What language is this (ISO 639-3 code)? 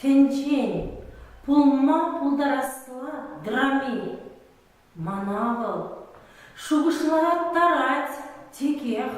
chv